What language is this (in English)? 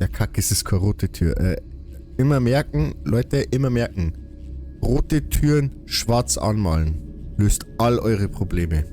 Bavarian